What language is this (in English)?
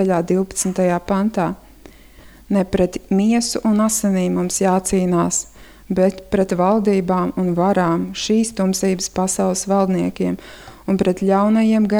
Latvian